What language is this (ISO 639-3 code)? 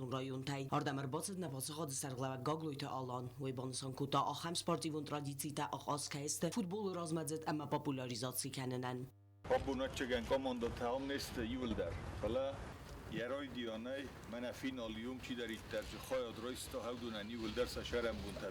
oss